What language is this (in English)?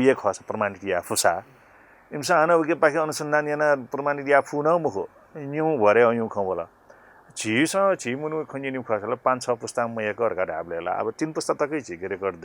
Newari